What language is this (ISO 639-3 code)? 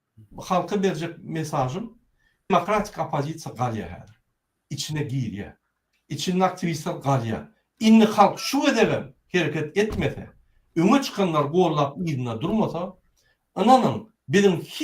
tuk